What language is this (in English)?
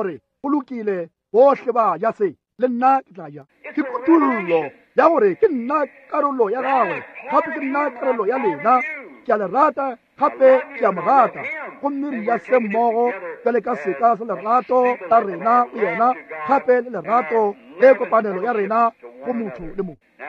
Northern Sotho